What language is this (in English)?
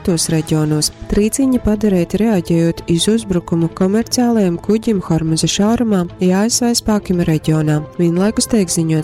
Latgalian